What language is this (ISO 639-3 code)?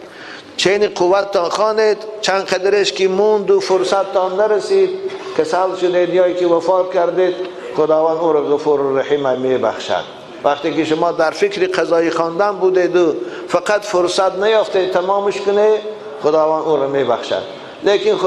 tgk